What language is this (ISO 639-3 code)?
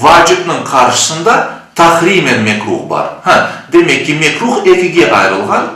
crh